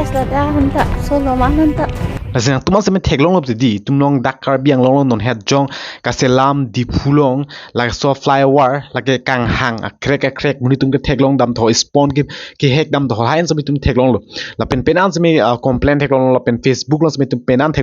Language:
Karbi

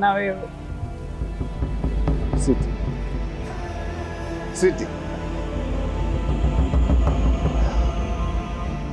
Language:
Swahili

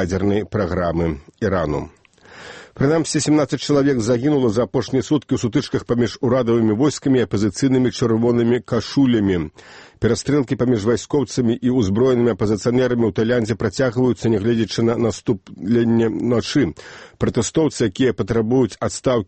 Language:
Belarusian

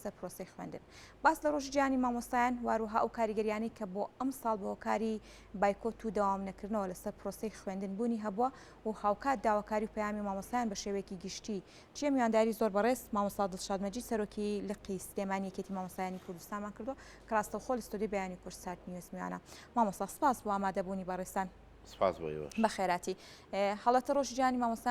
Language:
Central Kurdish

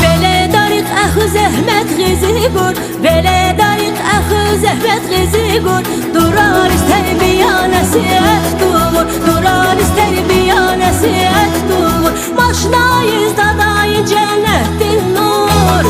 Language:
Tabassaran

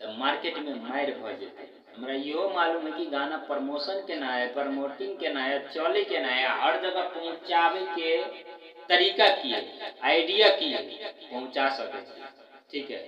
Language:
Maithili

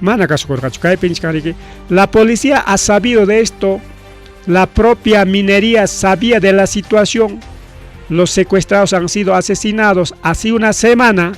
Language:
Ayacucho Quechua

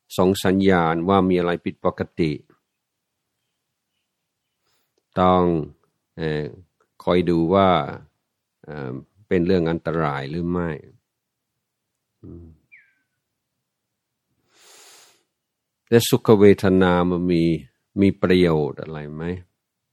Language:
Thai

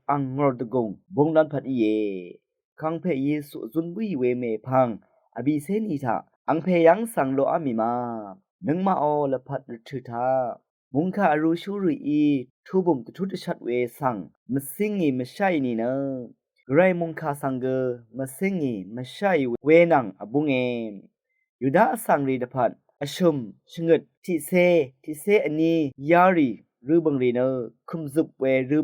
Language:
Rawang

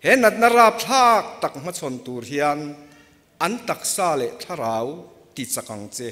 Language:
Mizo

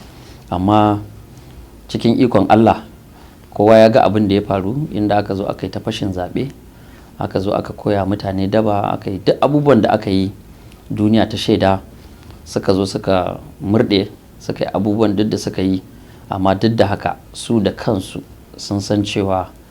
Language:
Hausa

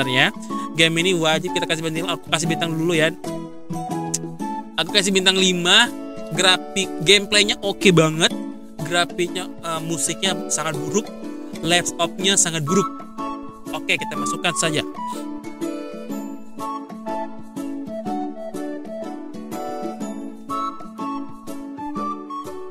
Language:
Indonesian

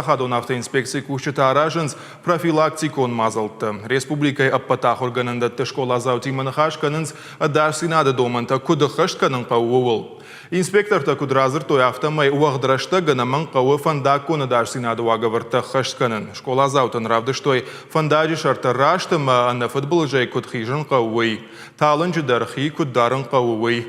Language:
Ossetic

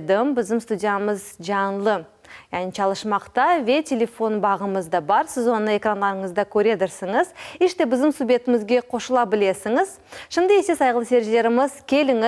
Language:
Crimean Tatar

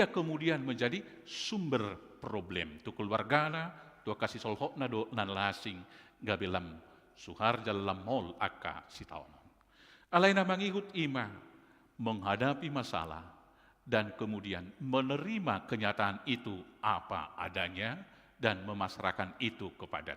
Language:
Batak Toba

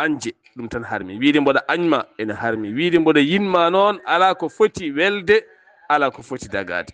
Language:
Fula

